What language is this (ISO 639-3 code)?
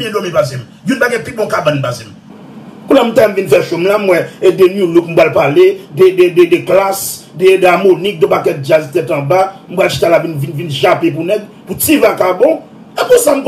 hat